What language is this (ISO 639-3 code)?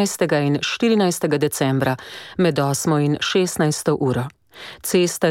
slv